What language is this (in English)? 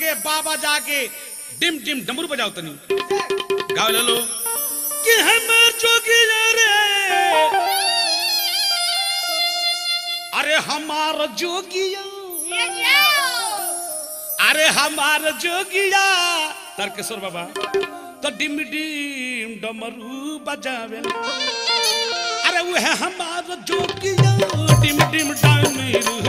Bhojpuri